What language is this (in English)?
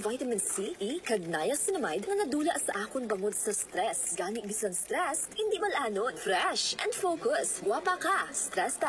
Hiligaynon